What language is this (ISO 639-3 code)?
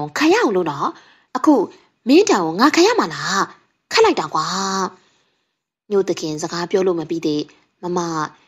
mya